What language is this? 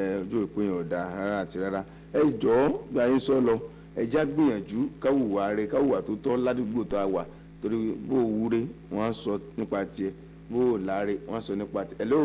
Yoruba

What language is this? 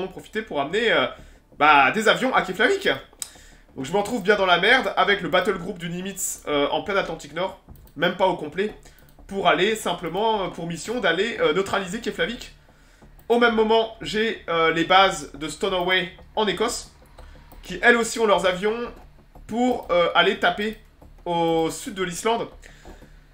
French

